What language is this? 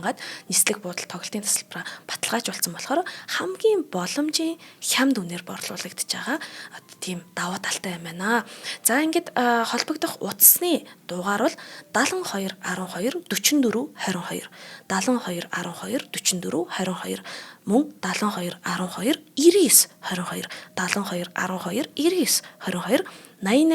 Mongolian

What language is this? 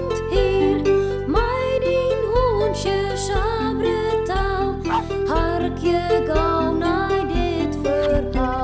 Western Frisian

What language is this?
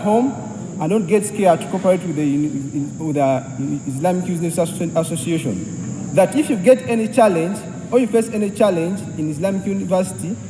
Soga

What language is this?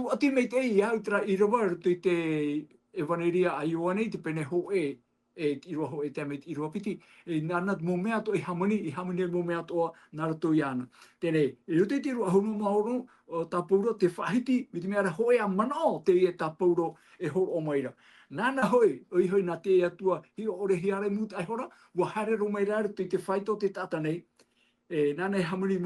Tahitian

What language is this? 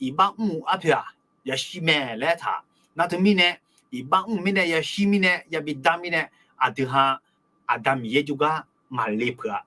Akha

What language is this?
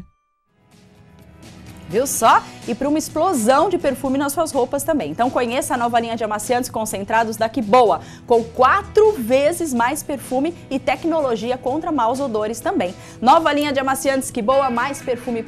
Portuguese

